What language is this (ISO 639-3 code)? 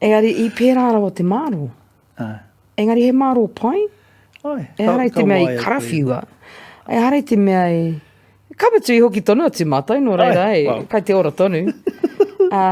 mri